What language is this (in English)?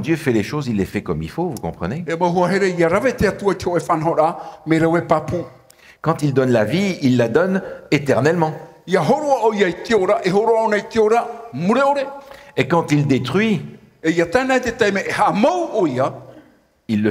Tahitian